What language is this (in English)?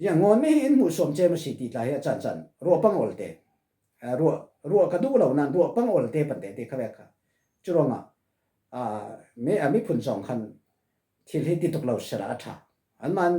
Falam Chin